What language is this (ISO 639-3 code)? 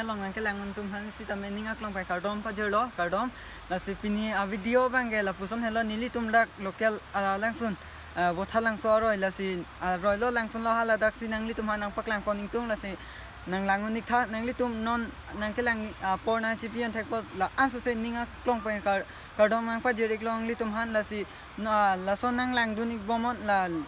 mjw